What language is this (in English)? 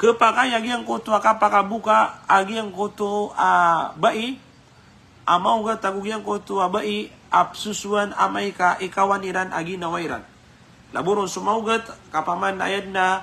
Maranao